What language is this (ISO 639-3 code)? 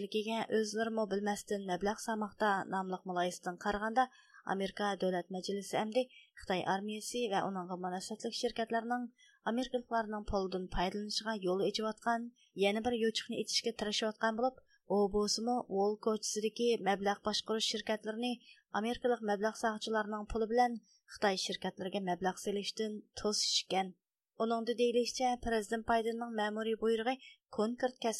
uig